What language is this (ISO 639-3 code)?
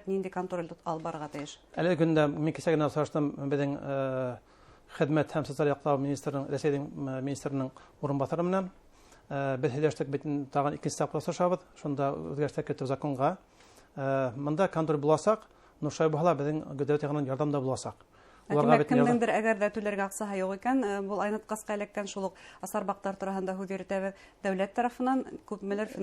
bak